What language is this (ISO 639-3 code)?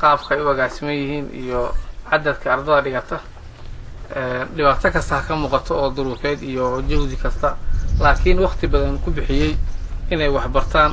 som